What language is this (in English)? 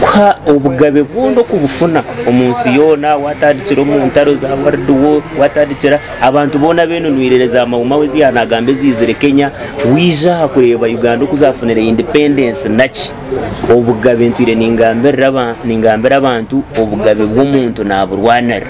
Nyankole